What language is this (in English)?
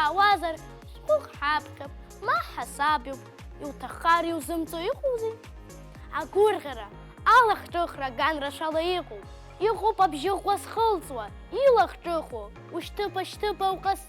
Abkhazian